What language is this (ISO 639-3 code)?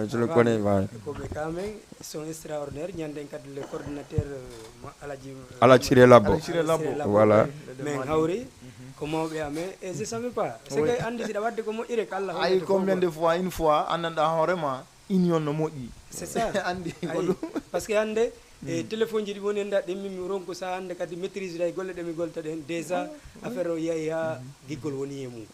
ful